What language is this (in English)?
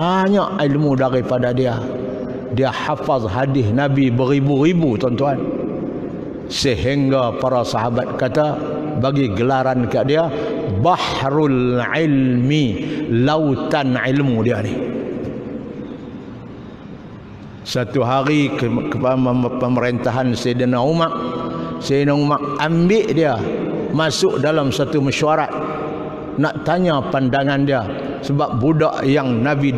Malay